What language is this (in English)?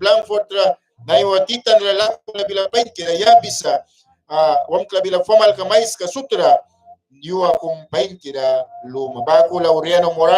Mískito